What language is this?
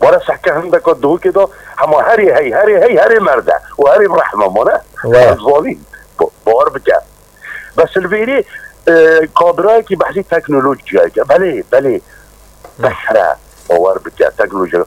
Kurdish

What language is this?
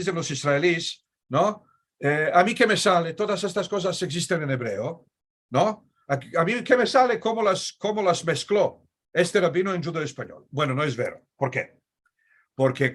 Ladino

